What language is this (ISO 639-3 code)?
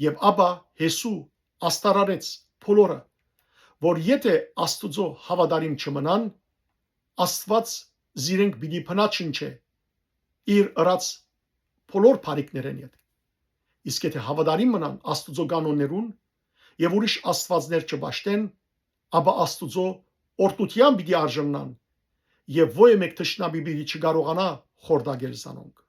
hyw